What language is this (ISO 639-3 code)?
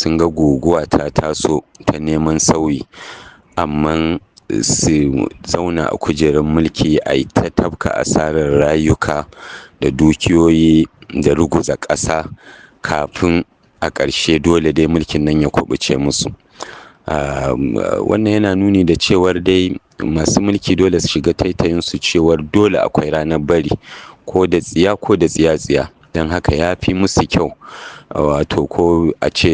hau